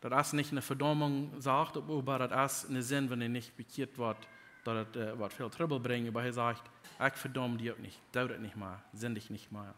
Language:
Plautdietsch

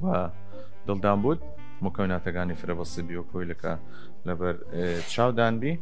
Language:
Southern Kurdish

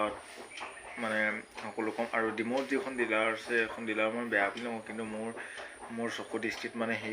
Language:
Assamese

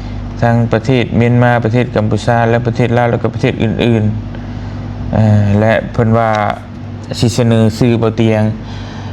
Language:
Lao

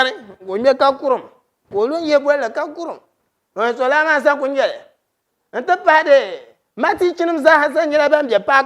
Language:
Dagbani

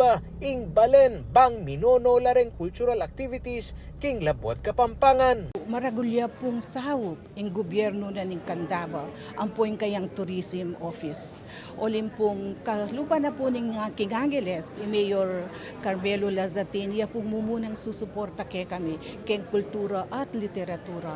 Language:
Pampanga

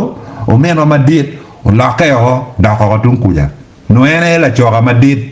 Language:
Acoli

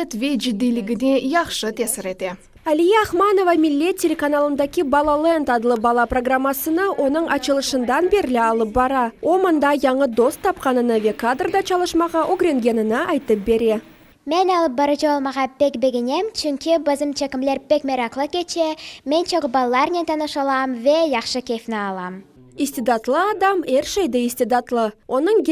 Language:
Crimean Tatar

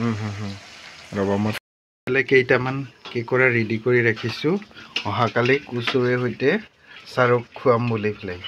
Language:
Assamese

